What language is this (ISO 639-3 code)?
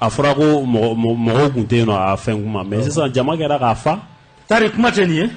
bam